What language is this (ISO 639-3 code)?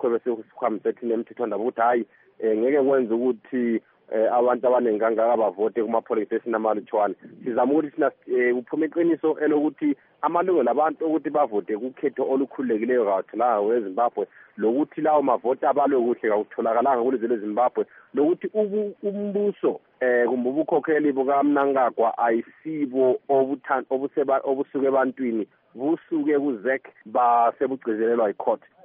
nde